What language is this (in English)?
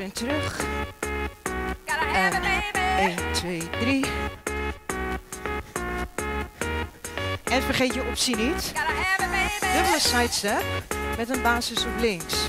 Dutch